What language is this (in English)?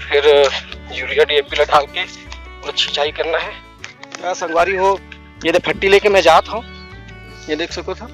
Chhattisgarhi